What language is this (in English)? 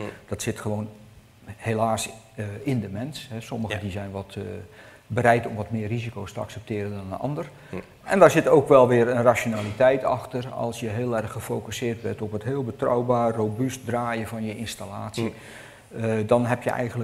Dutch